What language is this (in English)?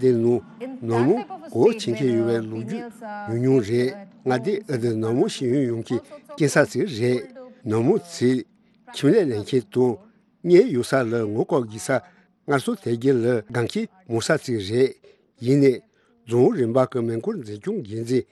Tibetan